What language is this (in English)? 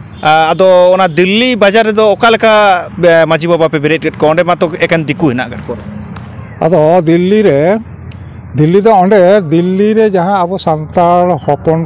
Santali